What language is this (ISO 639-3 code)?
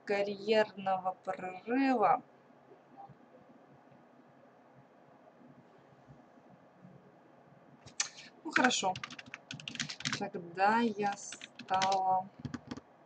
rus